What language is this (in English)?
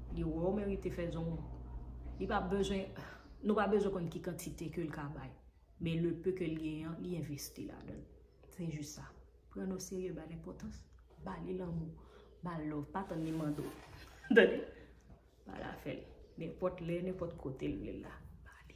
Haitian Creole